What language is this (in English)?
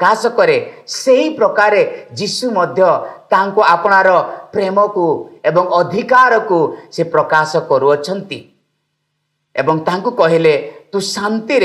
Odia